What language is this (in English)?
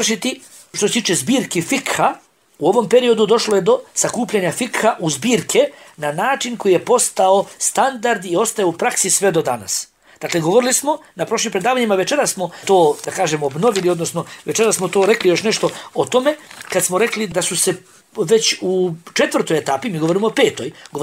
Bosnian